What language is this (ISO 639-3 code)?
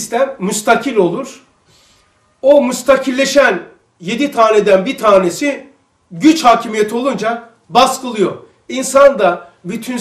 tur